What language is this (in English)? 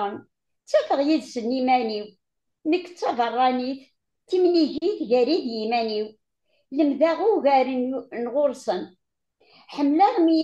Kabyle